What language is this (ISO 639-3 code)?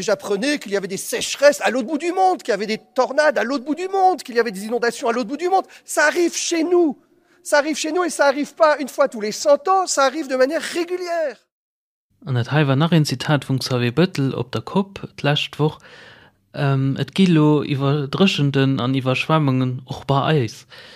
ltz